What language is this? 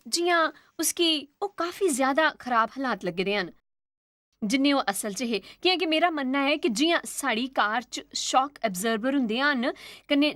Dogri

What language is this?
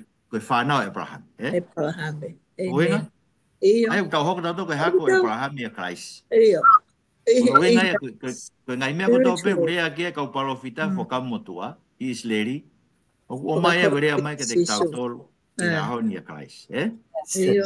Tongan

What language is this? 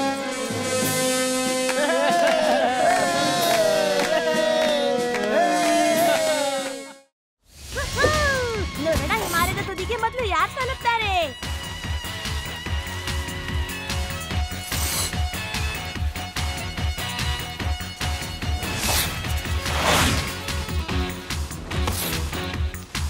Kannada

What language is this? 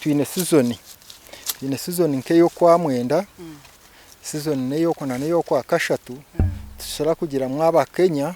Nyankole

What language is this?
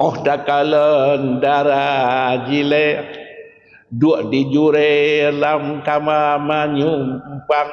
Achinese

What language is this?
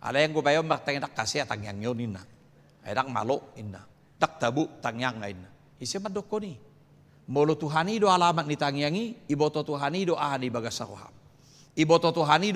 Batak Toba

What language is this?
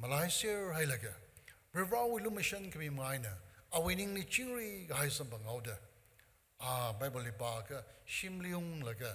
Tangkhul Naga (India)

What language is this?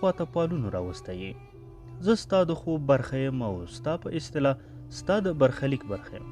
Pashto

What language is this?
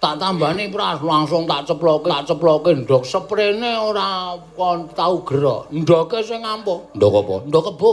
Javanese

